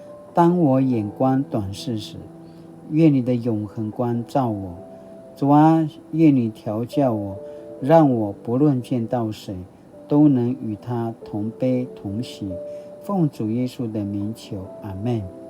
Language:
Paiwan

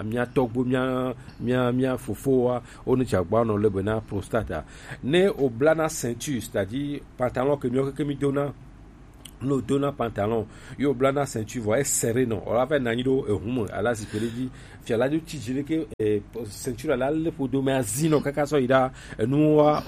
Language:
Gen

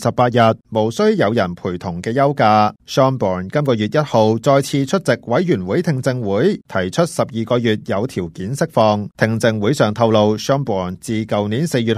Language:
Cantonese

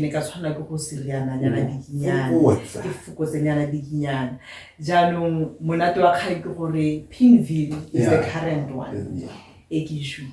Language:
Tswana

